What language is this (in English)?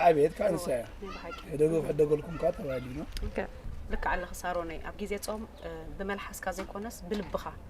Tigrinya